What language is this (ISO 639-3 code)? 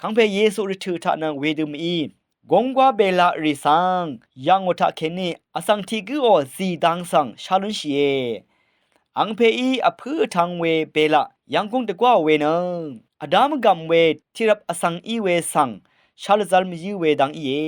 raw